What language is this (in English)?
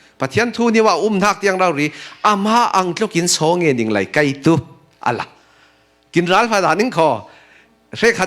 Falam Chin